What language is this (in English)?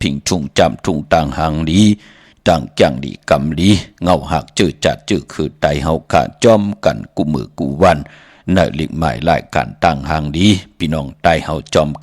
Shan